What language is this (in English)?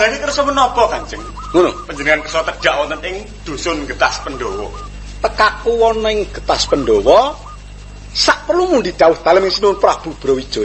Javanese